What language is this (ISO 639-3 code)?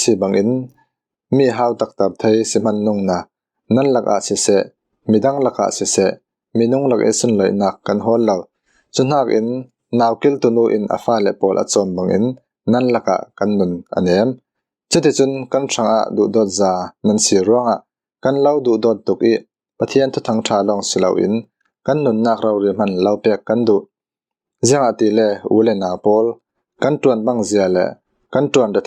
cfm